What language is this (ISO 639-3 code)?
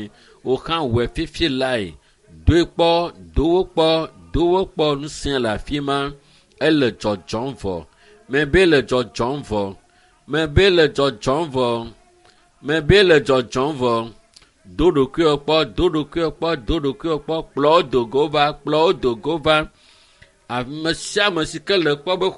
ewe